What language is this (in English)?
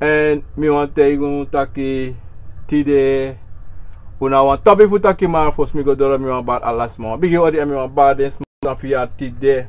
Sranan Tongo